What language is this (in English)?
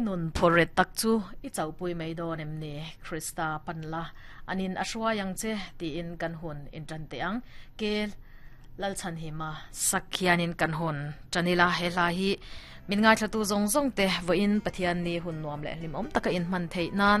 Mizo